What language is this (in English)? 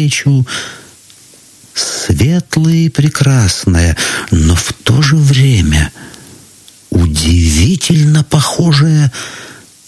Russian